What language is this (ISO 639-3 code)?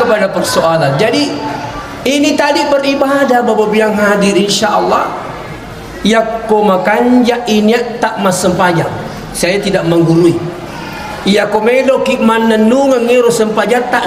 bug